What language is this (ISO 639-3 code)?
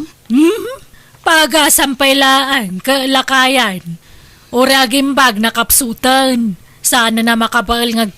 ilo